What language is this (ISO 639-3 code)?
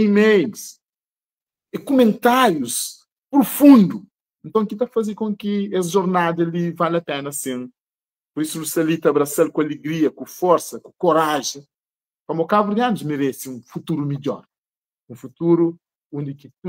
kea